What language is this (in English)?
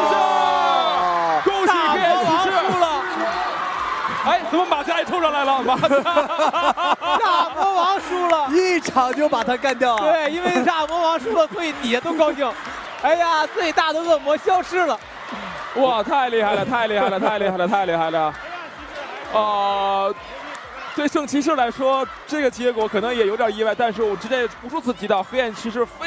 Chinese